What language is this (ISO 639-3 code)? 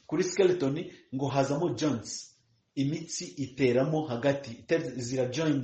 kin